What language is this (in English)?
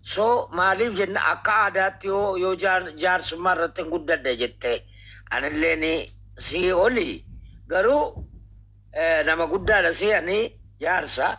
Oromo